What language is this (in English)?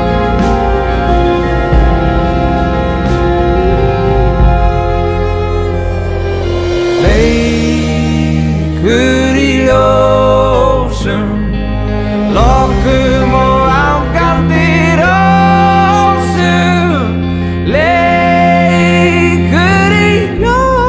Icelandic